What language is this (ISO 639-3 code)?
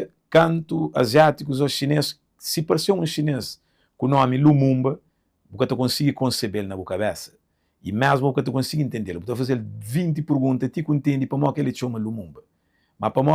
kea